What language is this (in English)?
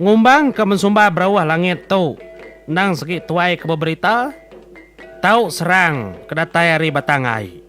Iban